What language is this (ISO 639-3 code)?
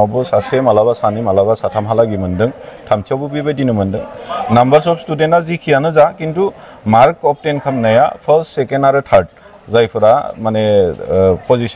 brx